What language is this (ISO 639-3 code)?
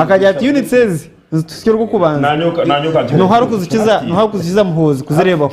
nyn